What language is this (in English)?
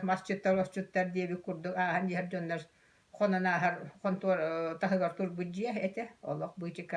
Yakut